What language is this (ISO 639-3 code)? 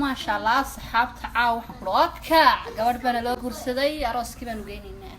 som